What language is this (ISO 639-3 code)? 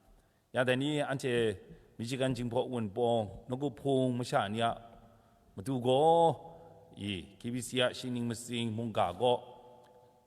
kac